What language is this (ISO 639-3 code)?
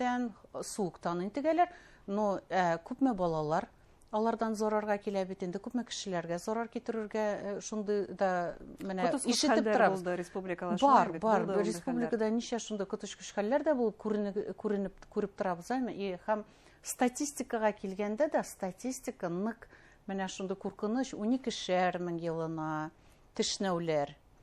bak